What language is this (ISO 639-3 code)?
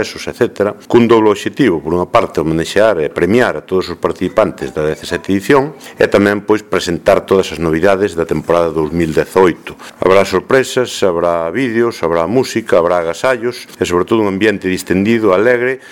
glg